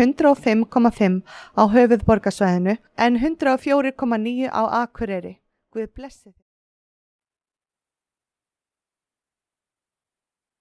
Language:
Icelandic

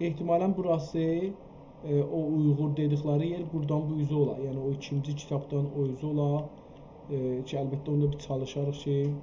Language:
South Azerbaijani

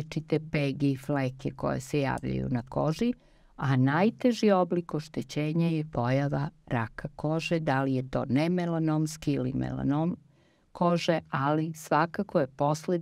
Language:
Serbian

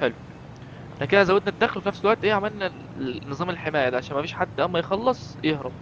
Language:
Egyptian Arabic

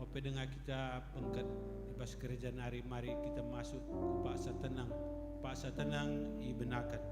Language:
Batak Karo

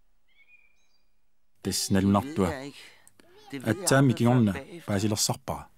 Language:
Danish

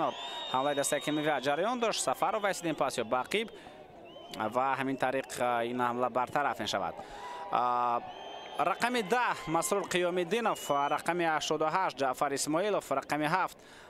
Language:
Tajik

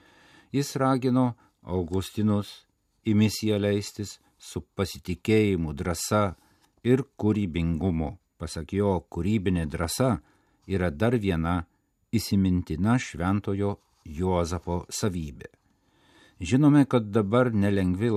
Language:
Lithuanian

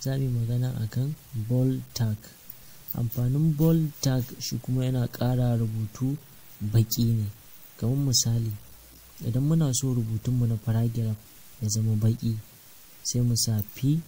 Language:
Hausa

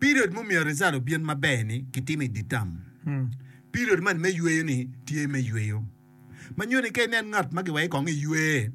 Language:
Acoli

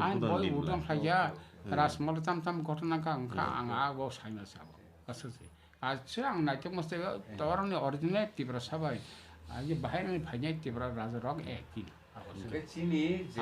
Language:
Kok Borok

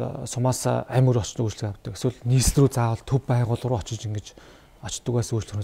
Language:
Mongolian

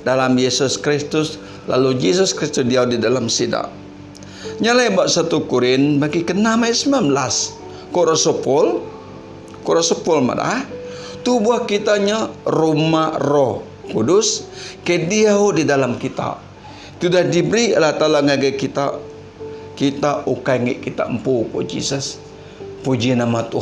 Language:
Iban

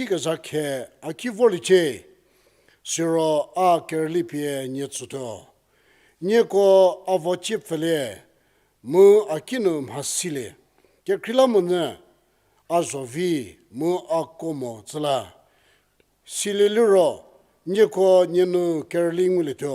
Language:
Angami Naga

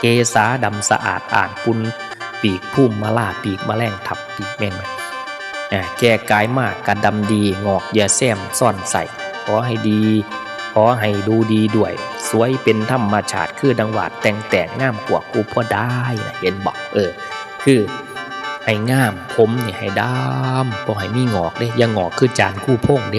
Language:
Northeastern Thai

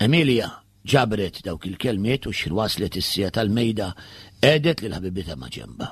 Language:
Maltese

